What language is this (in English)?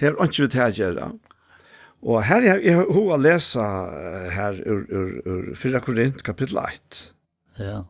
Faroese